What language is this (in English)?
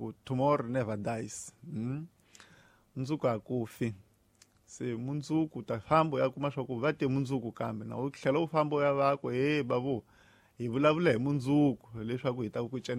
Tsonga